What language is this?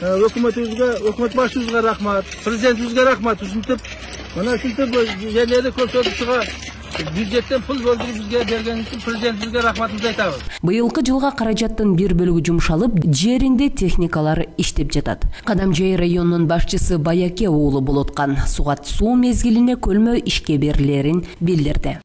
Kyrgyz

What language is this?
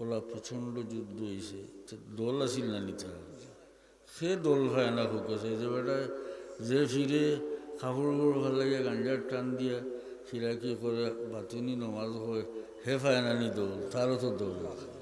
Sylheti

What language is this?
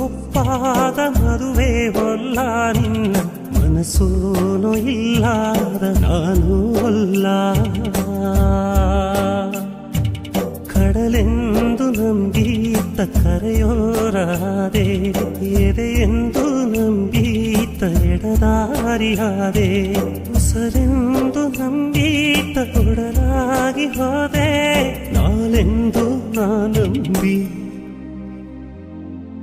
Kannada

